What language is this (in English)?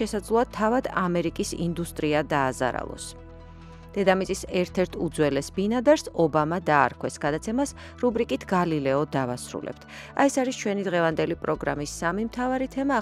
Georgian